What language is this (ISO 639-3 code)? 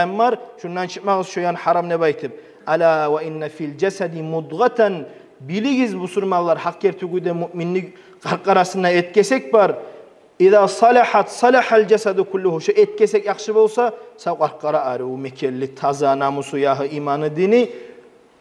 kum